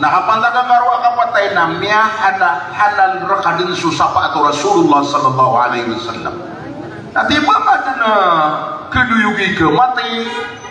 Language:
Maranao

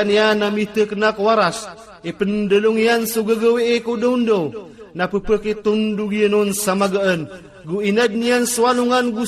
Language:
Maranao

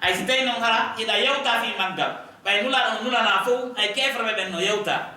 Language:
Fula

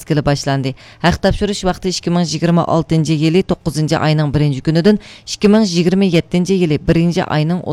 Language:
Uyghur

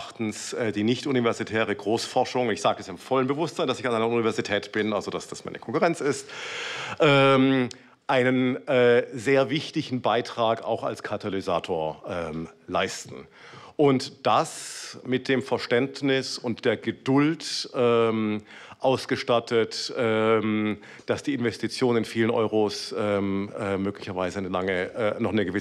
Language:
German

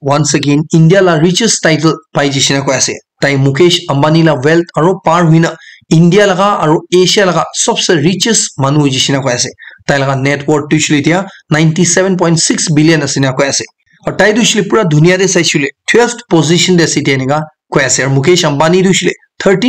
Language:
Naga Pidgin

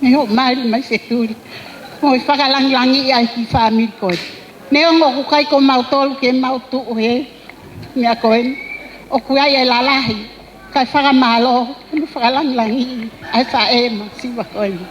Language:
Tongan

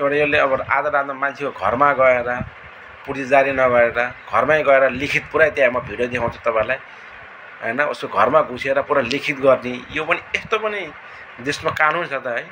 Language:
Nepali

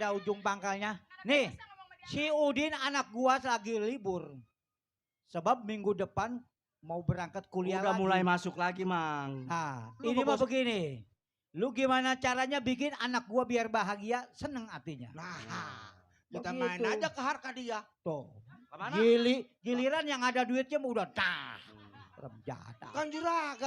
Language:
Betawi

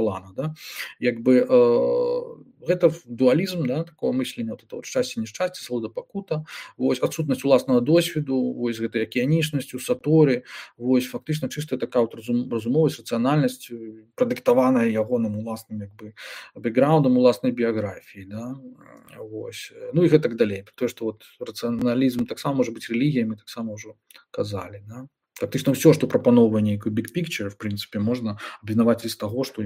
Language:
Belarusian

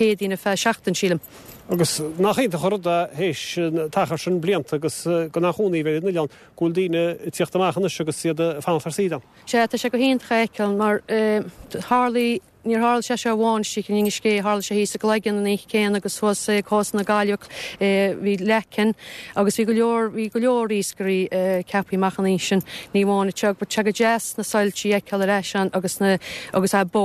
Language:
Irish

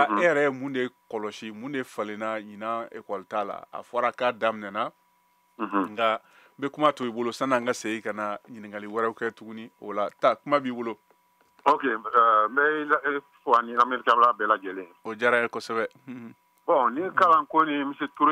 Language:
Bambara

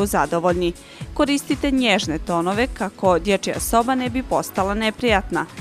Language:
Bosnian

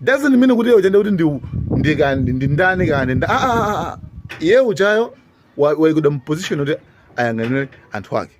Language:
Nyanja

